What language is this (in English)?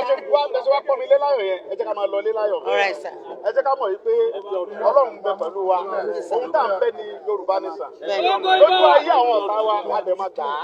Yoruba